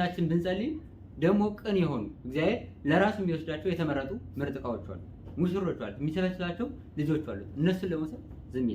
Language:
Amharic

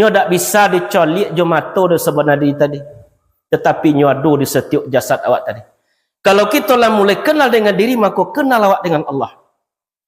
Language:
Minangkabau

